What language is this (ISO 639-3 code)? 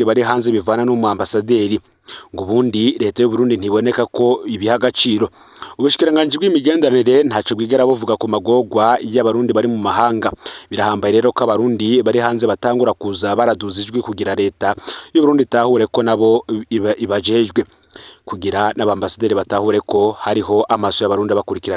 run